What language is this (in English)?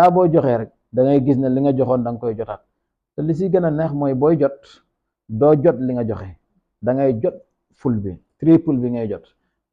Wolof